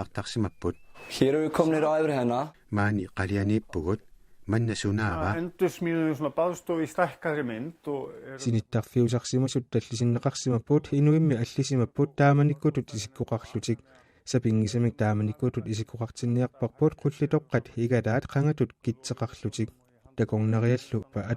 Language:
Kalaallisut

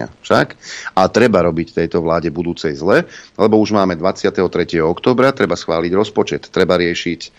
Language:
Slovak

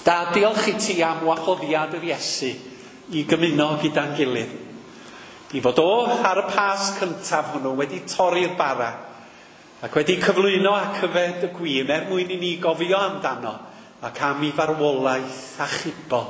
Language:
Welsh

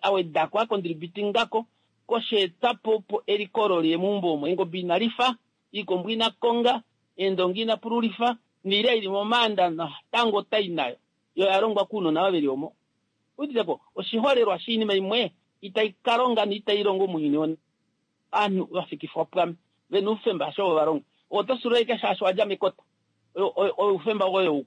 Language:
Kuanyama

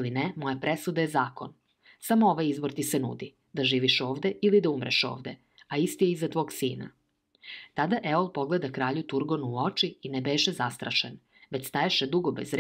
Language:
Serbian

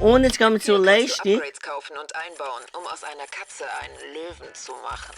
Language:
Swiss German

